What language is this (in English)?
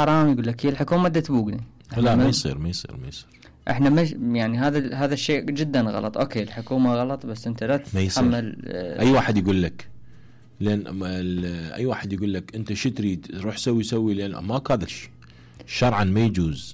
Mesopotamian Arabic